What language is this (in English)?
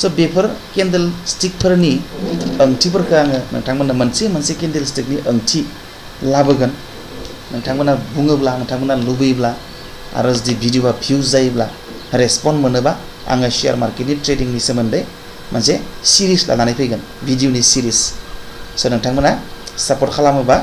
Bodo